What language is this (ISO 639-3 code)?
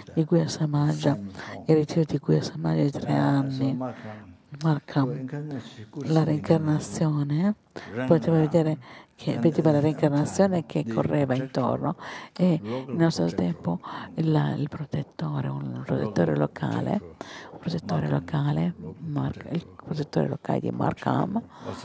ita